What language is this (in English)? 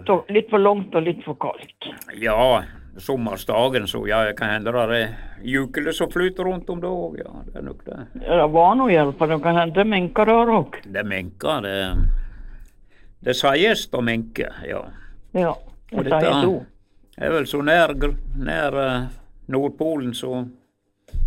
Norwegian